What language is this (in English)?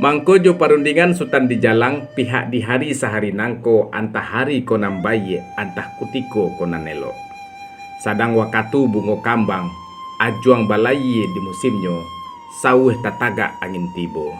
Minangkabau